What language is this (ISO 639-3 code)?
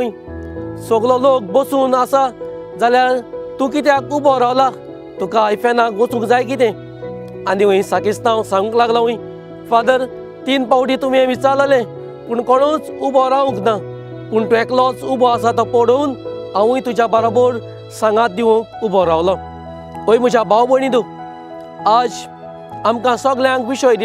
kok